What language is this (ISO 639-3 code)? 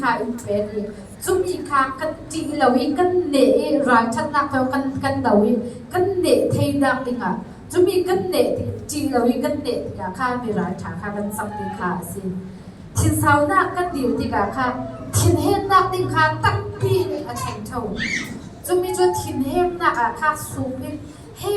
cfm